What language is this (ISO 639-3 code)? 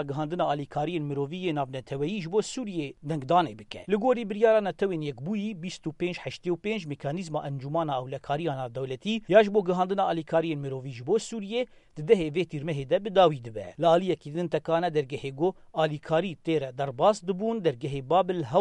kur